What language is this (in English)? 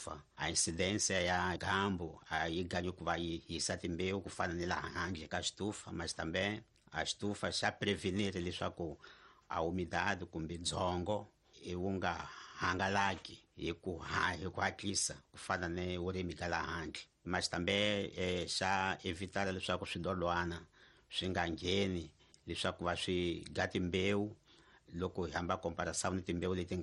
Tsonga